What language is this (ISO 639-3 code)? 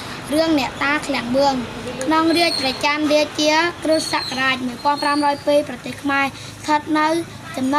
khm